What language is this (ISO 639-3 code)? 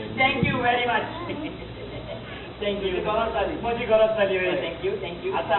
kok